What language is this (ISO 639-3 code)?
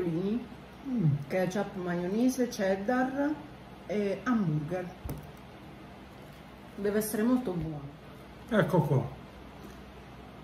ita